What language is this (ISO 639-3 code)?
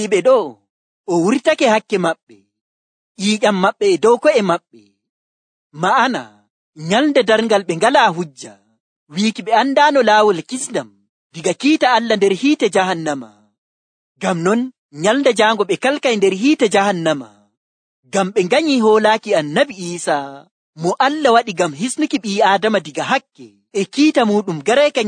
fuv